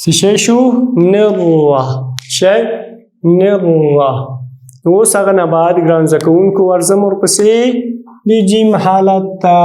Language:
Pashto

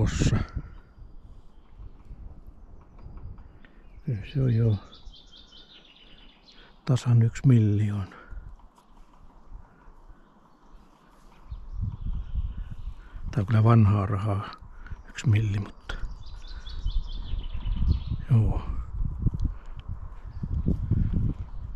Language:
Finnish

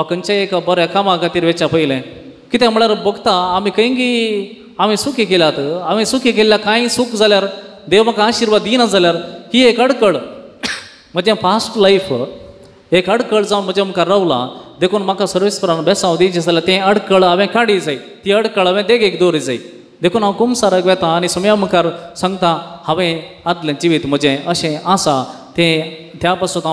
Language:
Konkani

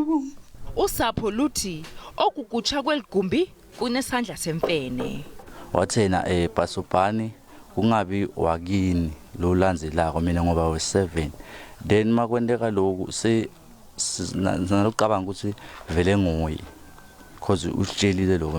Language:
Zulu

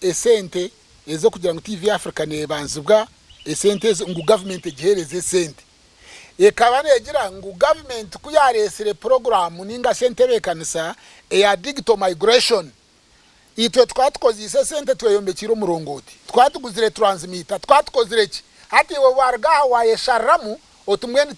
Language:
Nyankole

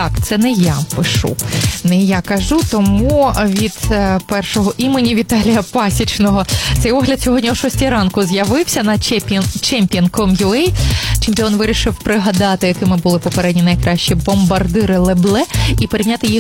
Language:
Ukrainian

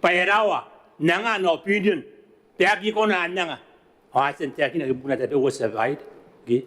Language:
Gilbertese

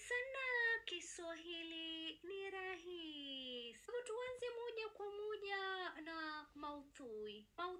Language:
Swahili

